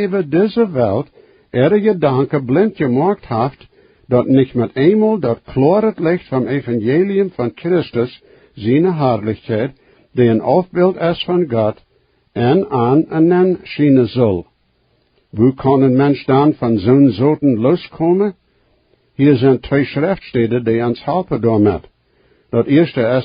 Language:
Plautdietsch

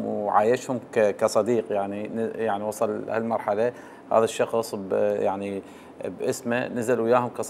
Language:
Mesopotamian Arabic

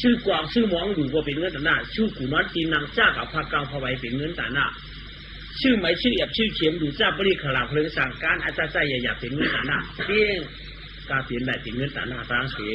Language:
Shan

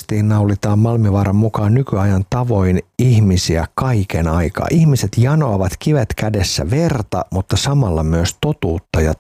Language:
Finnish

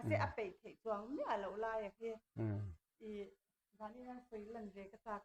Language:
Mizo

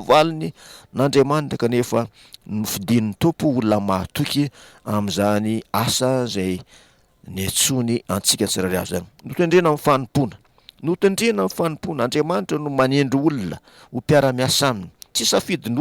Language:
Malagasy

